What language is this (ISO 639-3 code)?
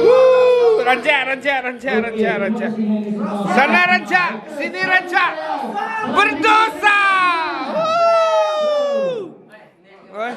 iba